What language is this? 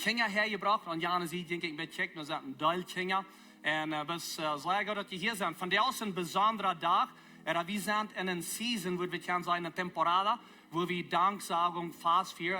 Plautdietsch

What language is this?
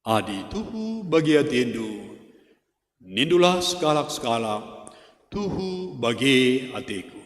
Batak Karo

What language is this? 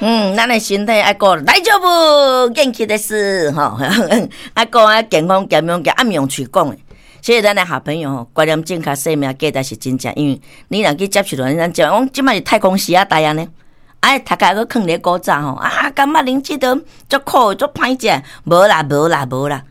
Min Nan Chinese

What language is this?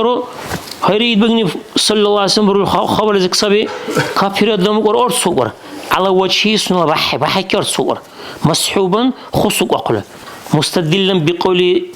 Dargwa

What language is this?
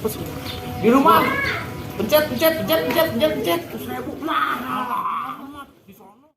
Betawi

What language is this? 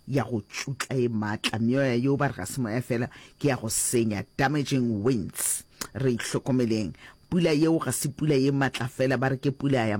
Northern Sotho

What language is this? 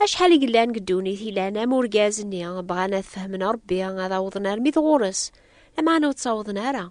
Kabyle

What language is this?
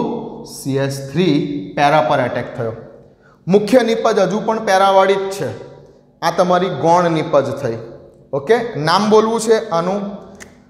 Gujarati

